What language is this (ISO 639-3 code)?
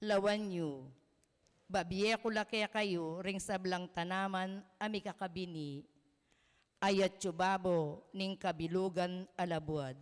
pam